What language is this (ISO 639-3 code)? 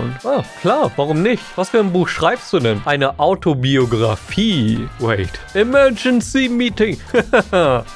deu